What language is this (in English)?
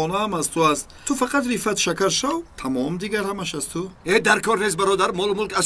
Tajik